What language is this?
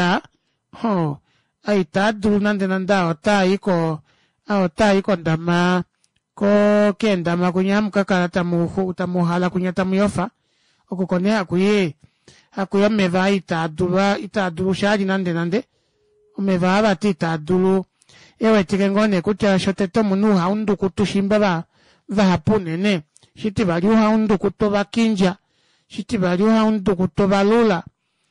Kuanyama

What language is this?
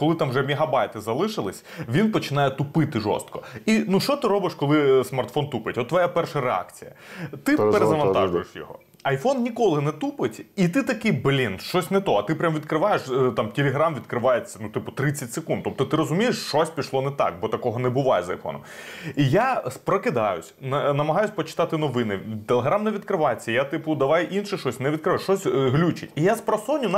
Ukrainian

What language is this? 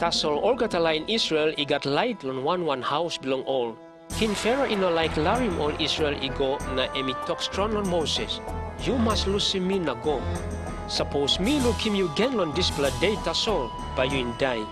Tok Pisin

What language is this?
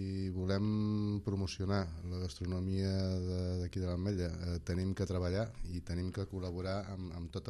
Catalan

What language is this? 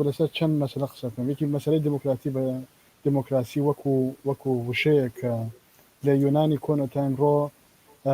Central Kurdish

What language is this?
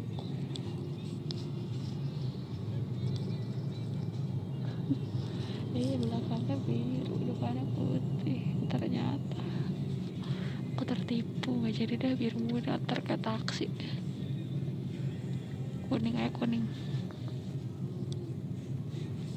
Indonesian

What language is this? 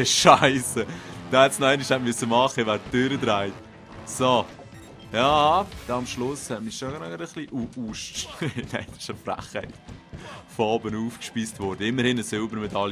Swiss German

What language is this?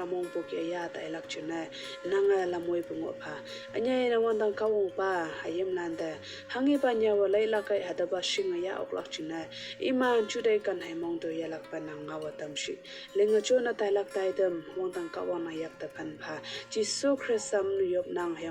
Konyak Naga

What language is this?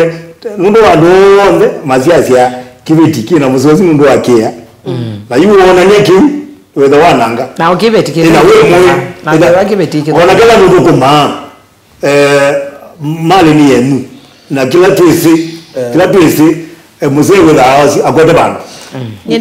Kamba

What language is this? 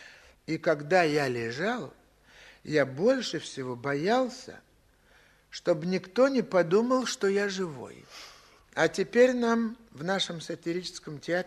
Russian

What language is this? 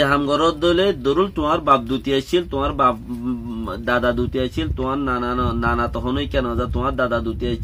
Rohingya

